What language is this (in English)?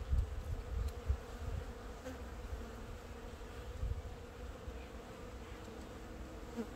Romanian